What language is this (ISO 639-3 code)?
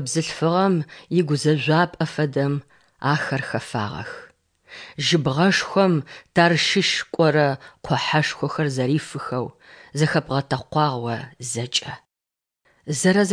kbd